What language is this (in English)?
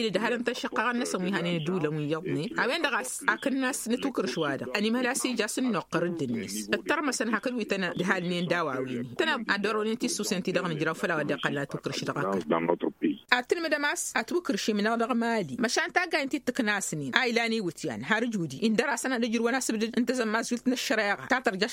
Tamasheq